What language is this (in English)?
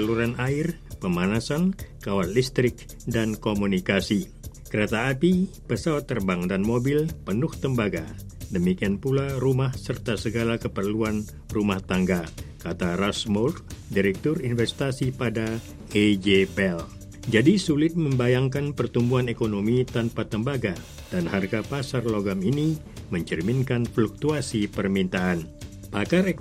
Indonesian